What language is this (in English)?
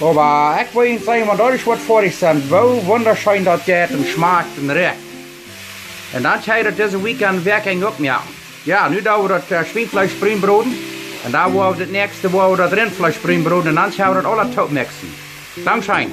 Plautdietsch